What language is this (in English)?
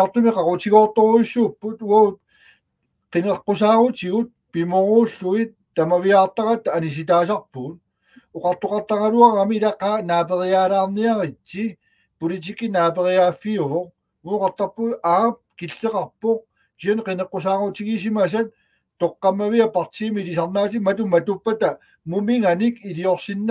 Kalaallisut